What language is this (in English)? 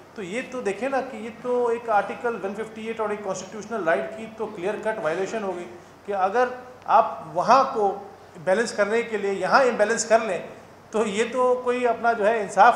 Hindi